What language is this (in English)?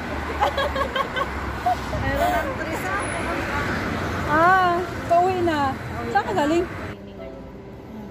Filipino